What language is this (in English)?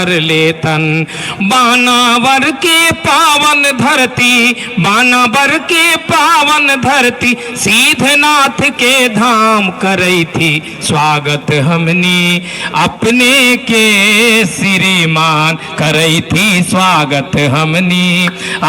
Magahi